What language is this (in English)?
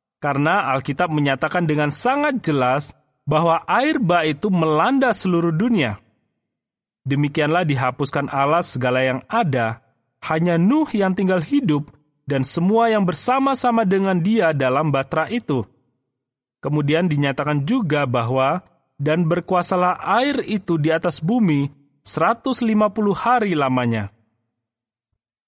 Indonesian